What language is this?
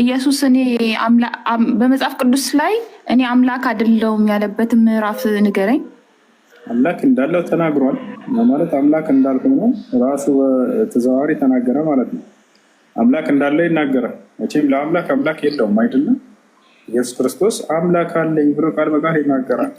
Amharic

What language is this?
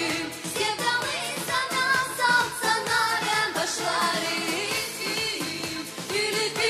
Gagauz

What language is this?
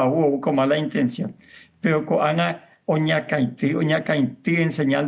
Guarani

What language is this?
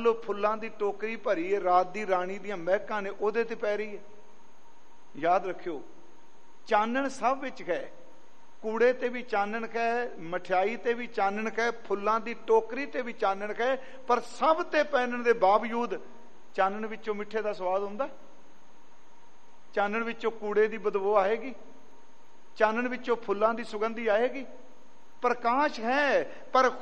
Punjabi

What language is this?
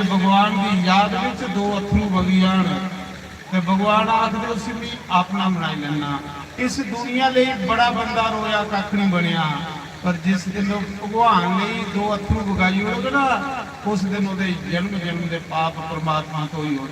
Dogri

